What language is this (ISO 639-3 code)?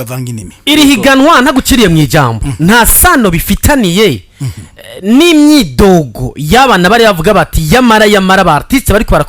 run